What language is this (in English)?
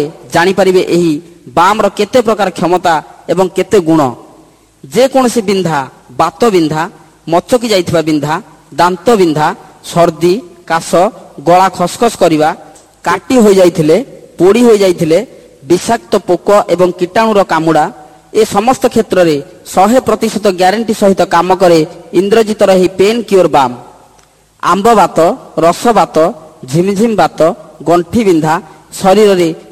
Odia